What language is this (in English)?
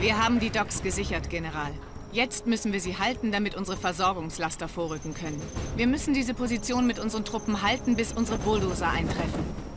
Bavarian